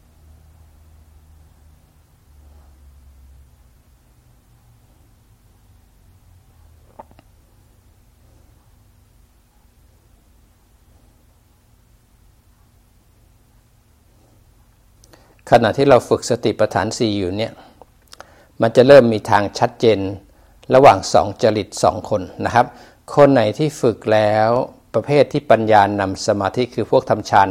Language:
Thai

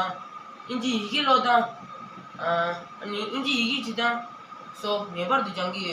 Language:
Tibetan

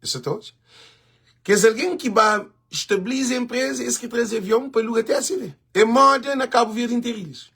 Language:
Kabuverdianu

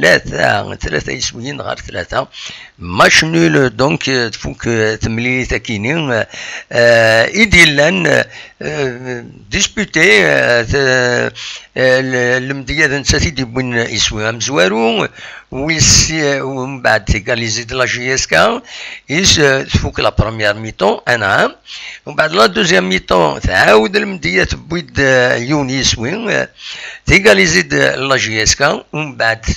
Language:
Kabyle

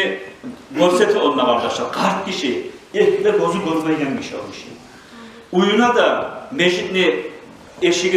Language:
Kumyk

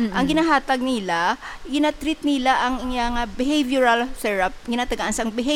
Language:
Hiligaynon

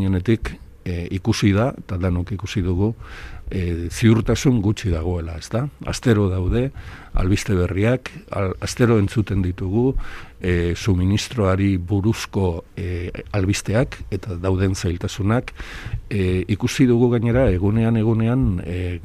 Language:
Basque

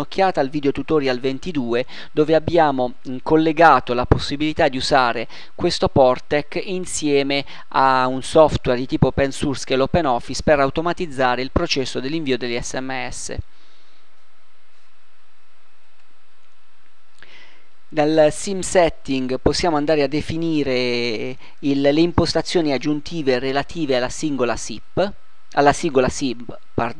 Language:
Italian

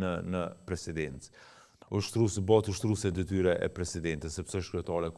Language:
Albanian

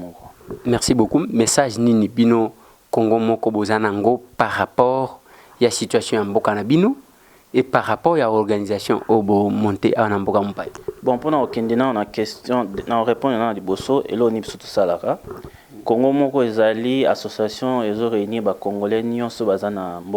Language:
Lingala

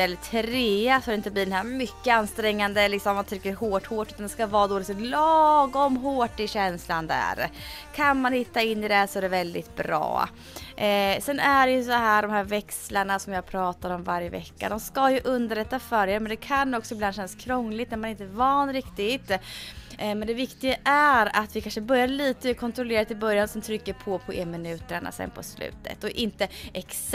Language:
Swedish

